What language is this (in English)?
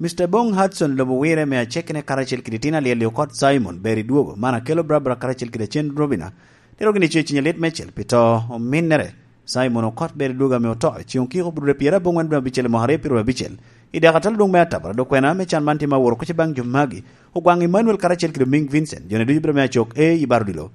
Lango (Uganda)